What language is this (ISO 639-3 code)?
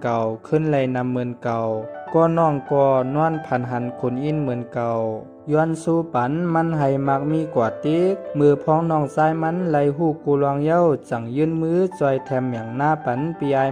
shn